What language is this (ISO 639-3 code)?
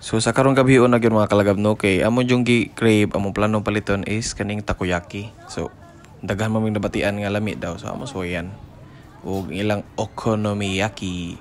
ceb